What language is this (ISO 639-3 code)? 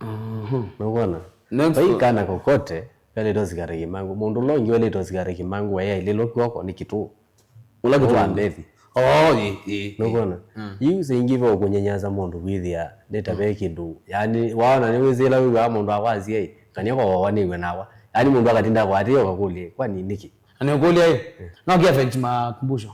kam